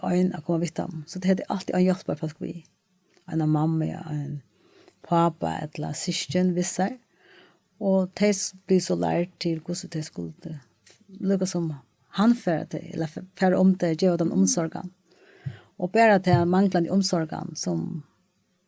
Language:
Faroese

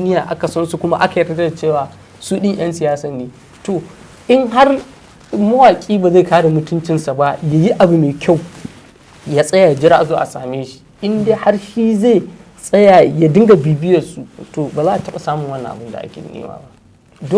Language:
Hausa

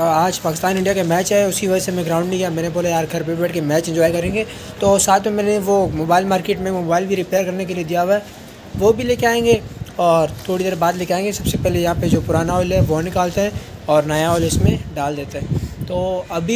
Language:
Hindi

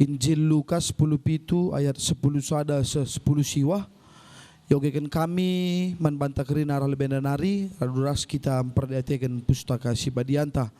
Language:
Batak Karo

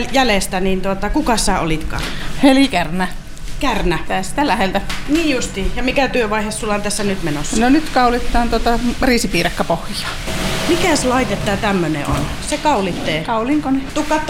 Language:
Finnish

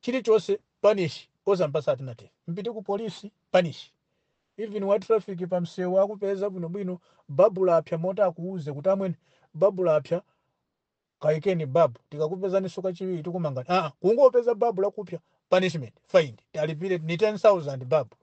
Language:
Nyanja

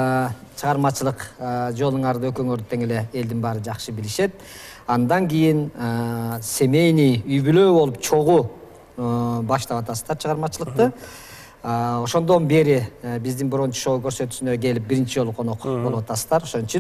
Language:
Kyrgyz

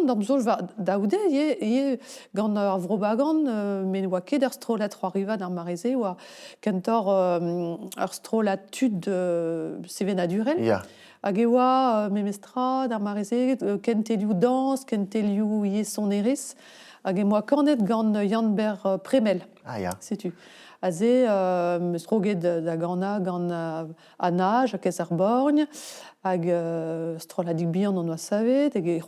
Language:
Breton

